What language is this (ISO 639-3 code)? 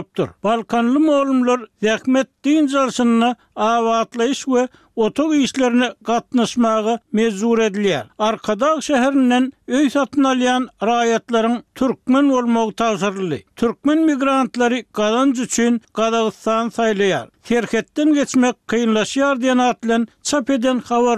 tuk